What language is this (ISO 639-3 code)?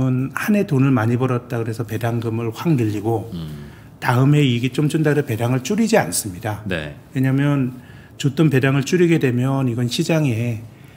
kor